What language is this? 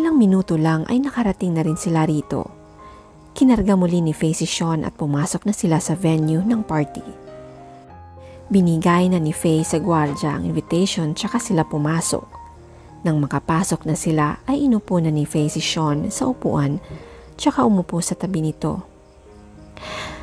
Filipino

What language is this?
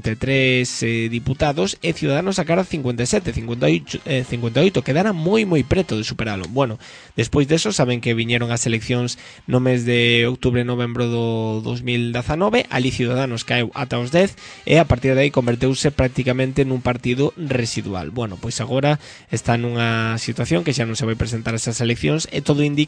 Galician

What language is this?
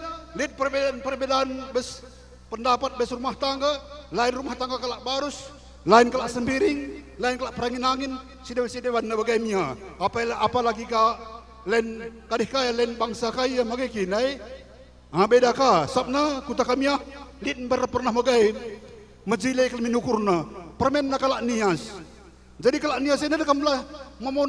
Batak Karo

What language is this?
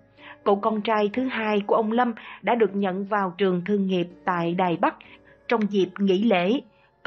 Vietnamese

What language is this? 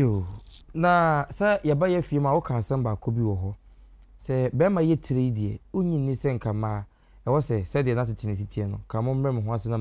Akan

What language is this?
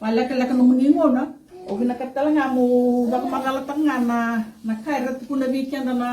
Fijian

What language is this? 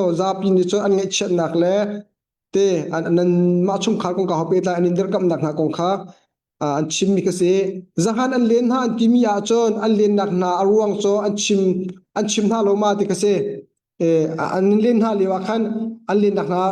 Hakha Chin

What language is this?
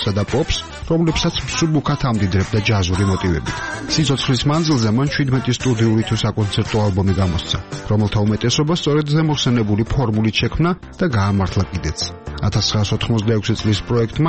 Georgian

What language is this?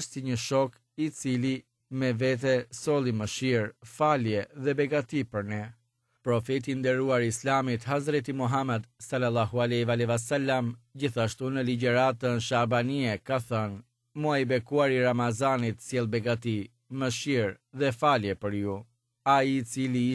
Albanian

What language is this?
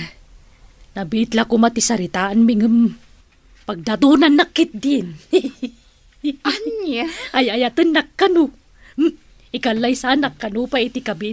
Iloko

